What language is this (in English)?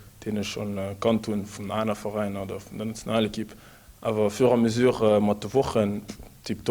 Luxembourgish